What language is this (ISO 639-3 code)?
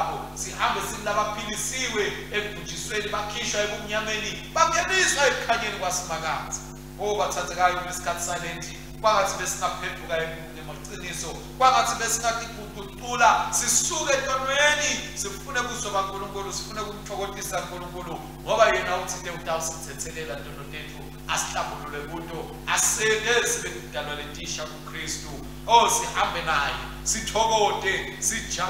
ssw